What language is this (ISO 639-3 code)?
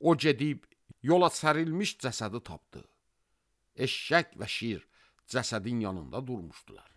aze